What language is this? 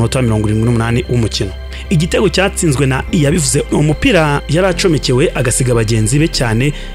Kinyarwanda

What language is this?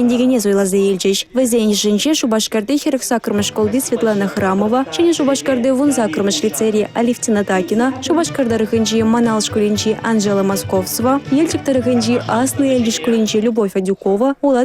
Chuvash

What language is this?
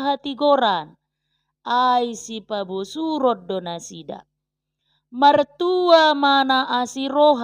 Batak Toba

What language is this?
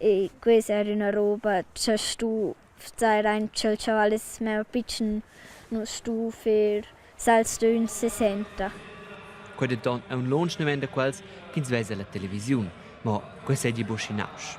Romansh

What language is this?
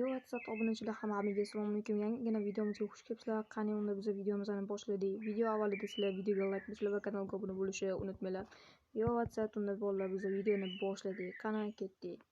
Uzbek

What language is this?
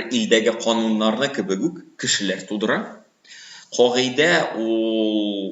Tatar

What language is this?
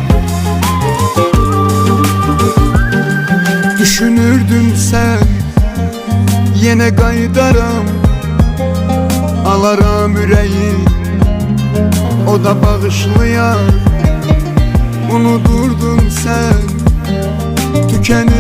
Turkish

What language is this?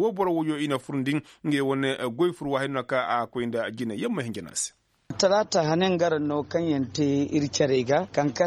Koyraboro Senni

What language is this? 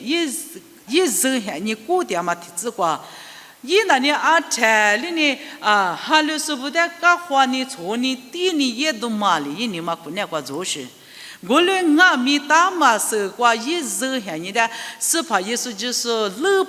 Lisu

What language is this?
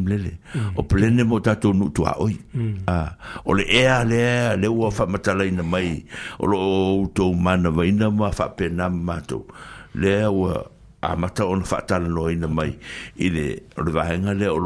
Samoan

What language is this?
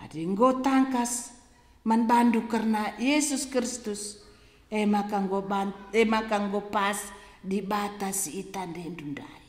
Batak Karo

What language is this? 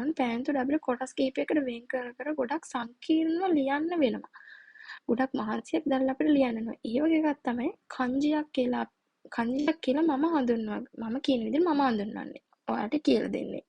Sinhala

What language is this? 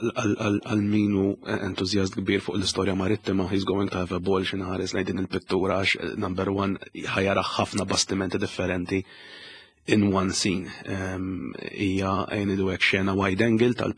Maltese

